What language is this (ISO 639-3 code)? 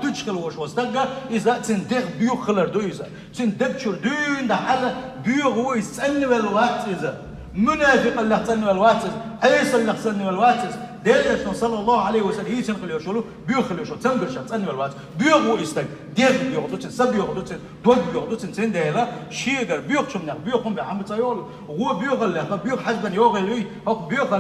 che